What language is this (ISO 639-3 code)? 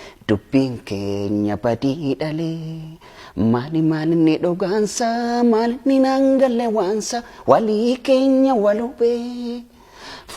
orm